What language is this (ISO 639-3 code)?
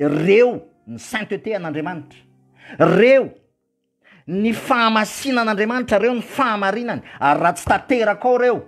mlg